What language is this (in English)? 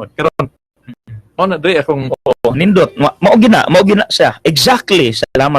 Cebuano